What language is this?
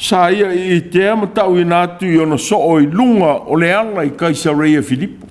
Samoan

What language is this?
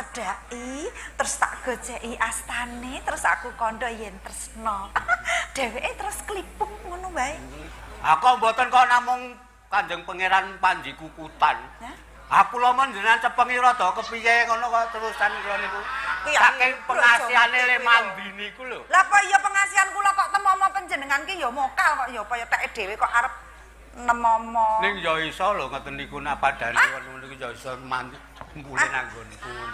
Javanese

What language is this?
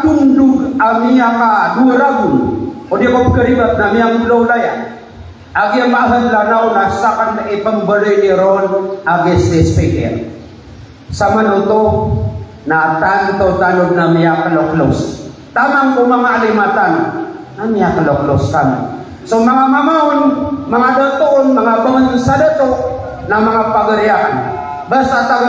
Maranao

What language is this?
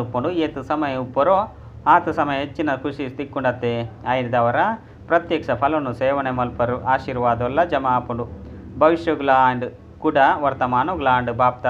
Tulu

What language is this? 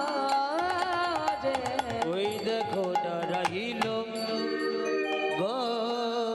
Bangla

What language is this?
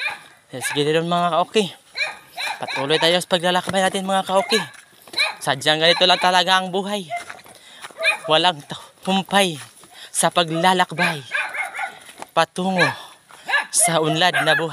Filipino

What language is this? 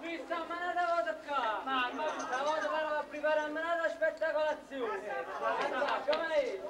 Neapolitan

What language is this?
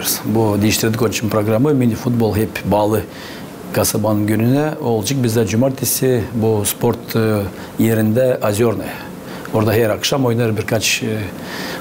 Gagauz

